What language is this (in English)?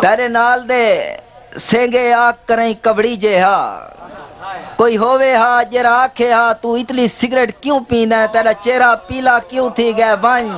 Saraiki